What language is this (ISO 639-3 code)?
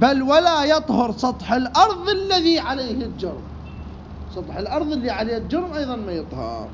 acm